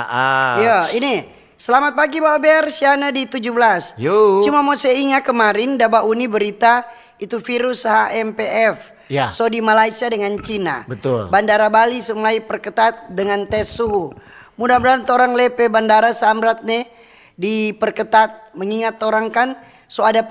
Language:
Manado Malay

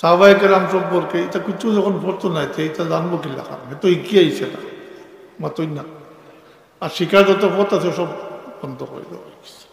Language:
Sylheti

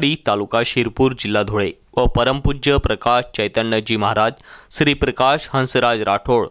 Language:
Marathi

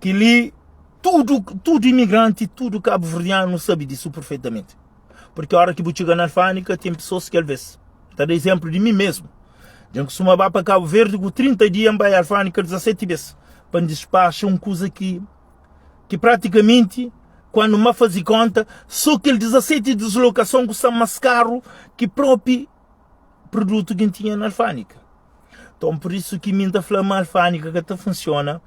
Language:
Kabuverdianu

